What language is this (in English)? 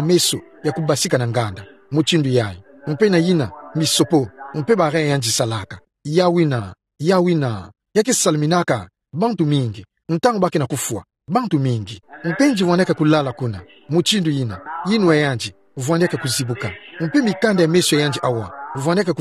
Kituba (Democratic Republic of Congo)